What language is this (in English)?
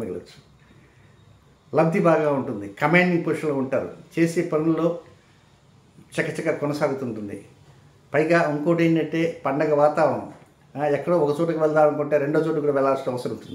Telugu